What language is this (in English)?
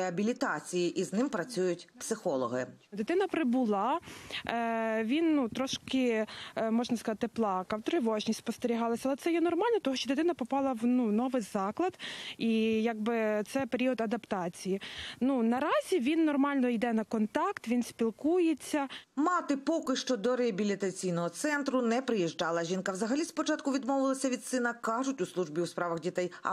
Ukrainian